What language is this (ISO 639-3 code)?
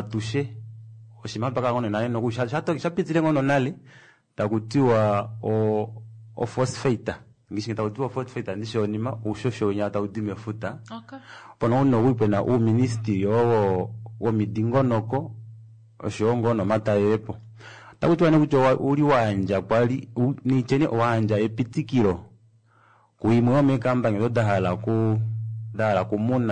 kua